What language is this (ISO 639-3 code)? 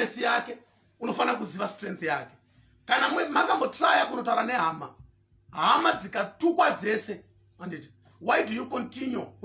sna